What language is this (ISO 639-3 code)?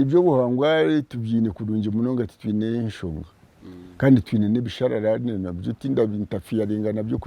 nyn